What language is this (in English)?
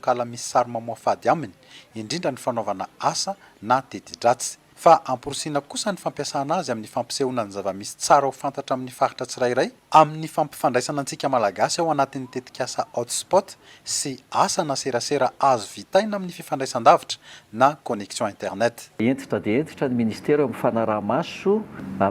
Malagasy